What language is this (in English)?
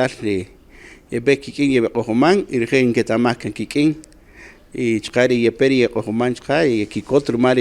Kaqchikel